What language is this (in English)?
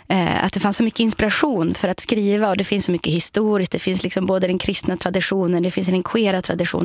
Swedish